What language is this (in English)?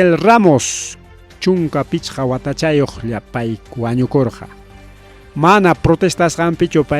Ayacucho Quechua